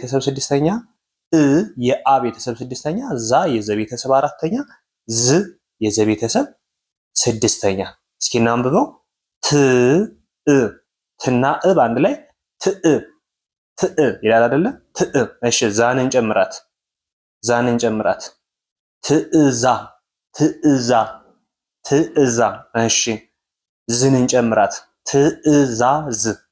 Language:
Amharic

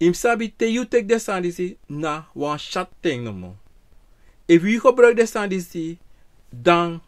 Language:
Sranan Tongo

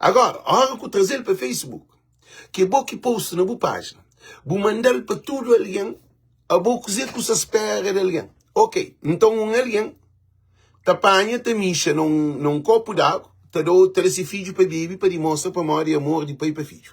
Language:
Kabuverdianu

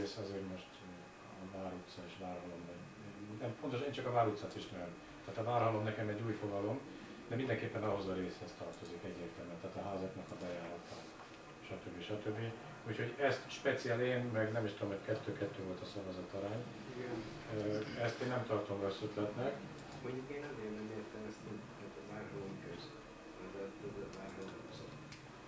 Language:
Hungarian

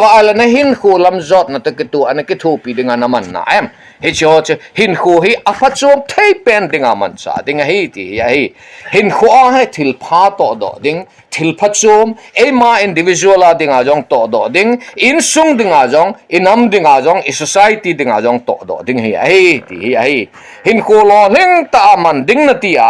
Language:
Thado Chin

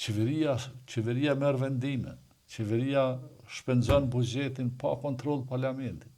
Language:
Albanian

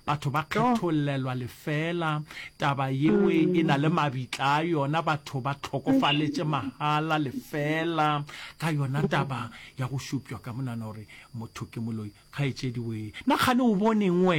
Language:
Northern Sotho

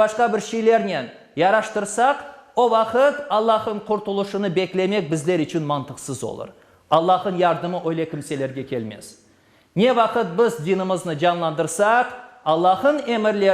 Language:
Crimean Tatar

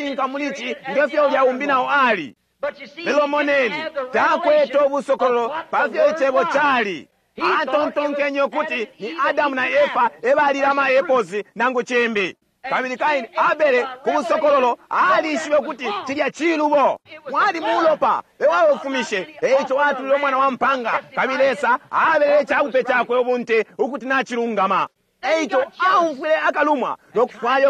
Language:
Bemba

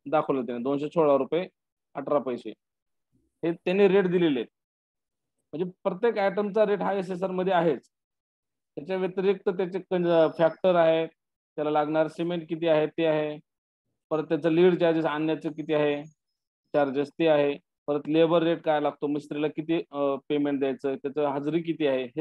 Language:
Marathi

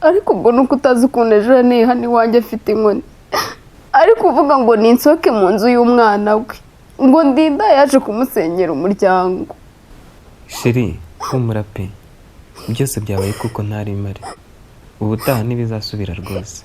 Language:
Kinyarwanda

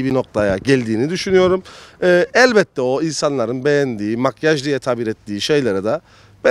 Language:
Turkish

